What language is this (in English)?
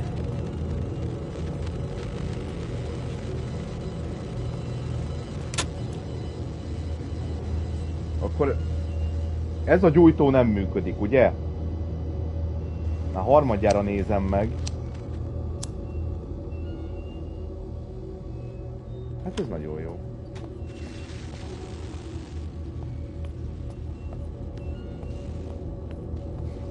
Hungarian